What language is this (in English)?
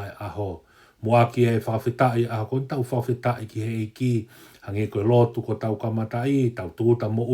Tongan